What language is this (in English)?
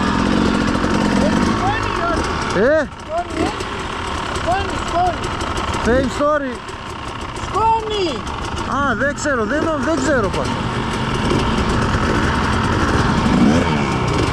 Greek